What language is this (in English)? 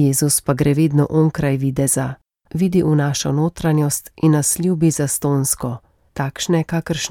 Slovenian